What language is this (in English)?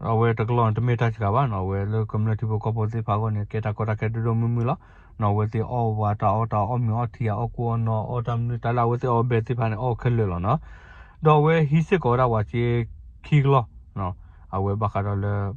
S'gaw Karen